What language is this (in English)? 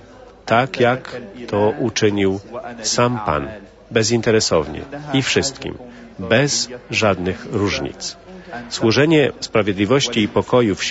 Polish